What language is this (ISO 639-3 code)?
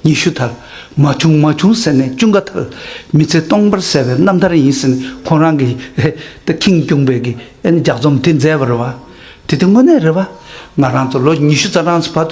bod